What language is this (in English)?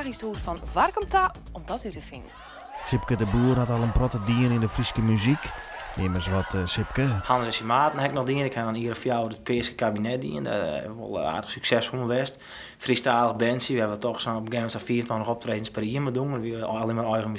Western Frisian